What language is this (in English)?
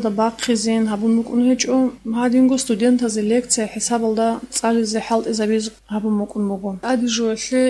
Avaric